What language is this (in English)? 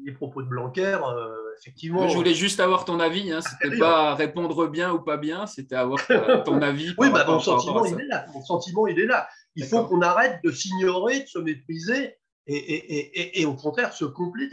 French